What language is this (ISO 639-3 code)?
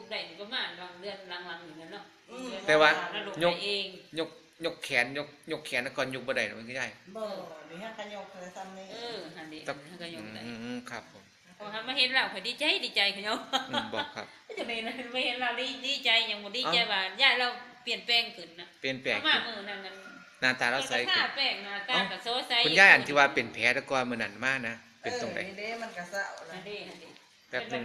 tts